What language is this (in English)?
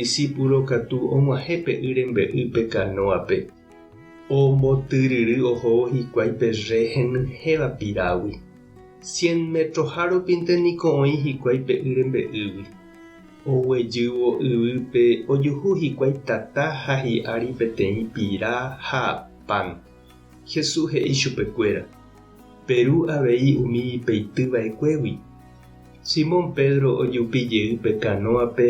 Guarani